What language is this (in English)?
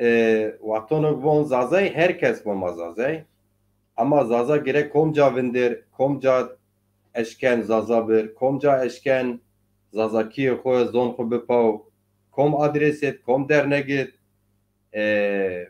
Zaza